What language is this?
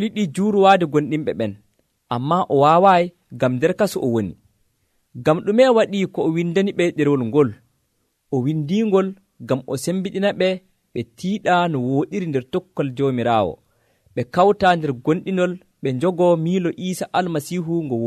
Nigerian Fulfulde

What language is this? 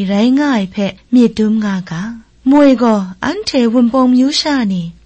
Kachin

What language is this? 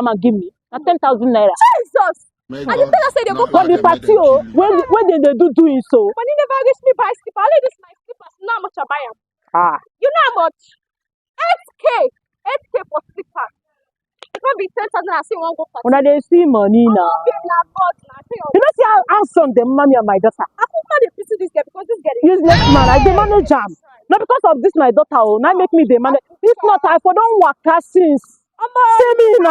Nigerian Pidgin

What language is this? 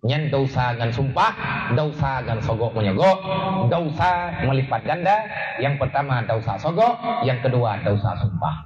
Achinese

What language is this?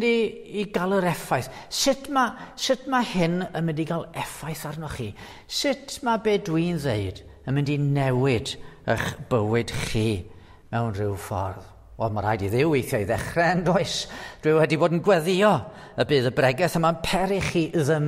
Welsh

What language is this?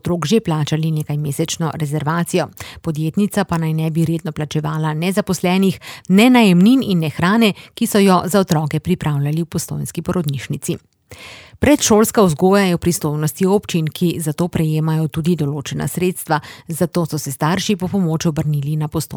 Slovenian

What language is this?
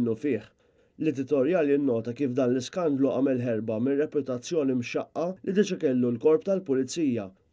Maltese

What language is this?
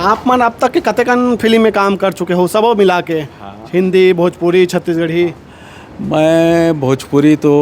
Chhattisgarhi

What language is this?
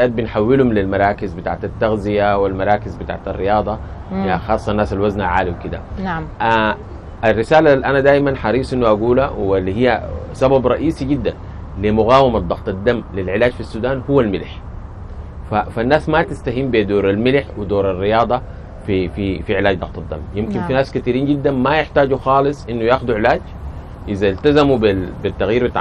Sudanese Arabic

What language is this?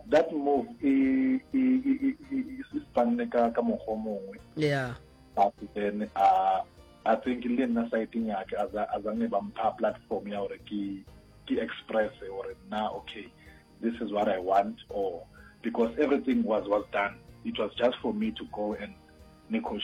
Northern Sotho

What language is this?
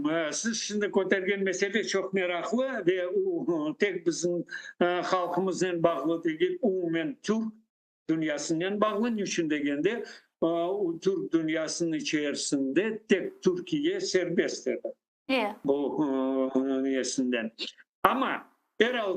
Crimean Tatar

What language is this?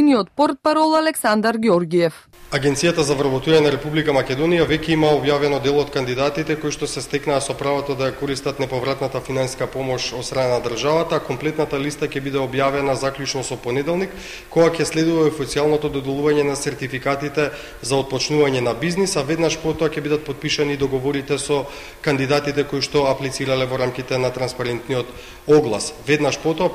Macedonian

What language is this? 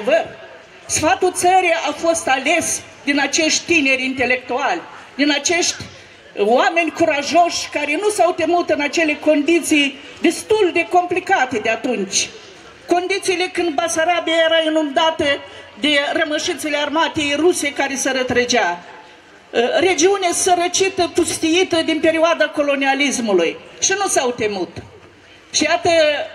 Romanian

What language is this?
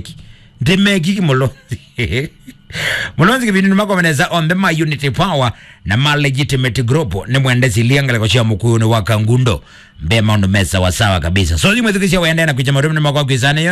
Kamba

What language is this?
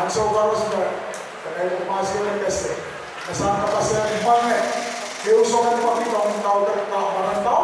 Pohnpeian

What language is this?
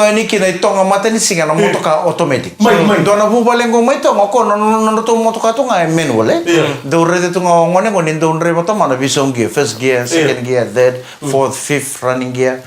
Fijian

